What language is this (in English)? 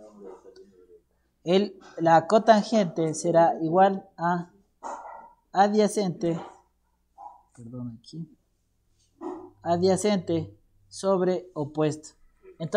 Spanish